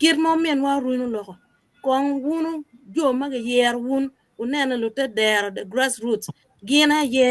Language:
Acoli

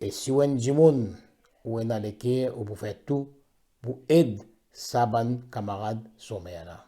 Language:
Morisyen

